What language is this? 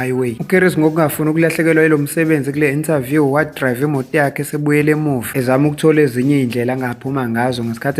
Zulu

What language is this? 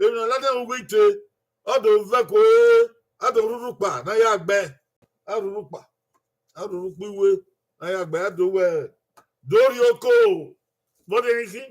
Bini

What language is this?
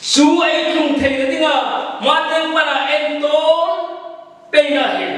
Hmar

